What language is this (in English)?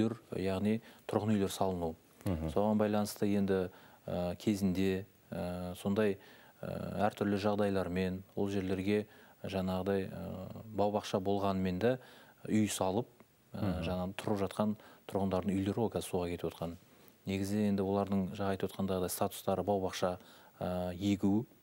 Kazakh